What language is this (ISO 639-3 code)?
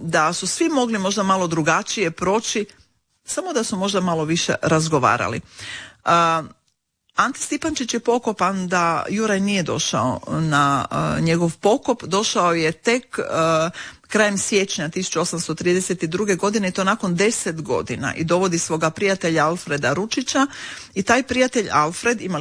hrv